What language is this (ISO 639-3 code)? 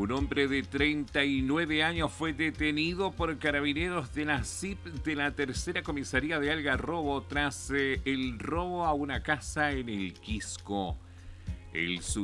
spa